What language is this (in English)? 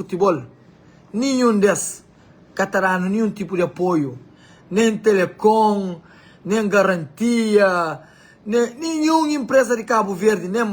Kabuverdianu